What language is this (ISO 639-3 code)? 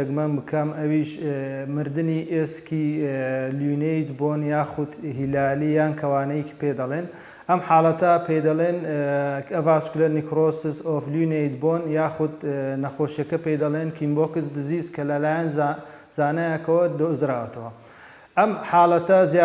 ckb